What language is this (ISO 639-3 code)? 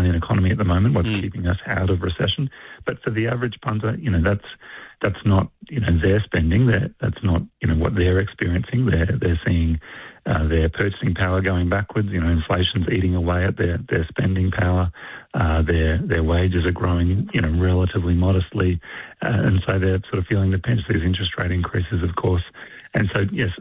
eng